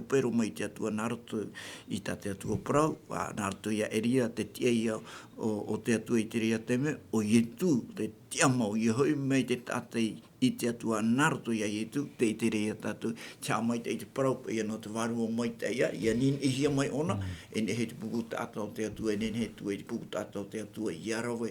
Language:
Tahitian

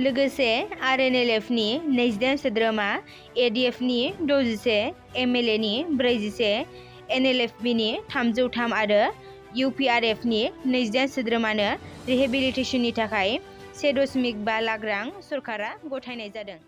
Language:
Bodo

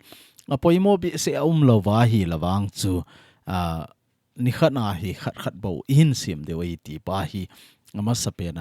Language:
Thado Chin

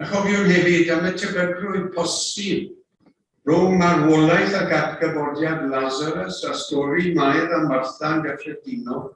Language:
Welsh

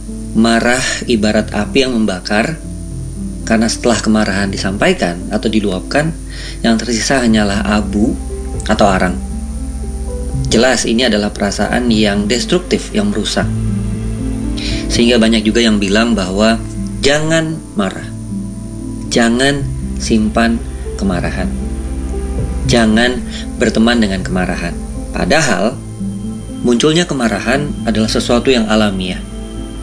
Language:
Indonesian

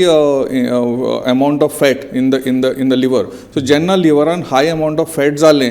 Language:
Konkani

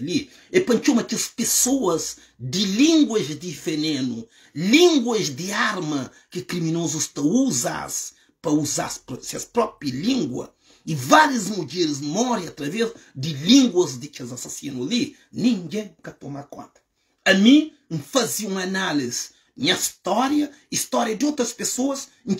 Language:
Kabuverdianu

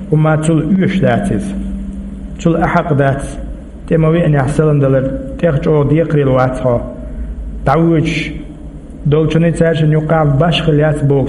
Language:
Chechen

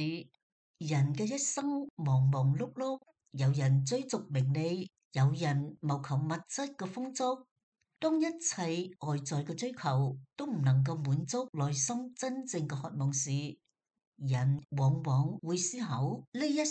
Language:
Cantonese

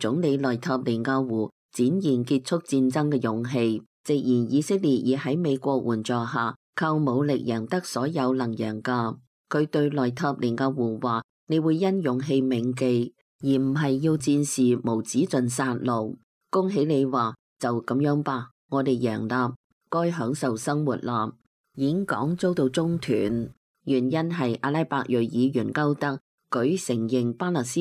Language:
Cantonese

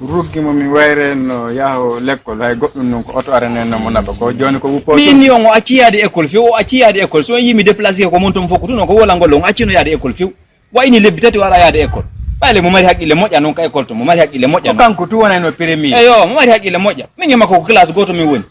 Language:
Fula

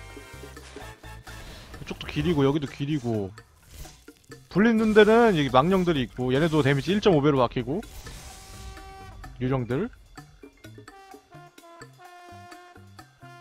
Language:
Korean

